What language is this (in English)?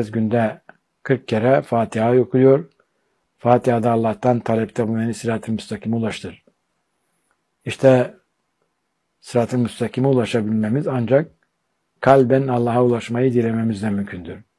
Turkish